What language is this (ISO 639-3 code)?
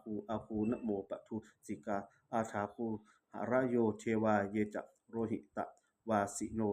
pli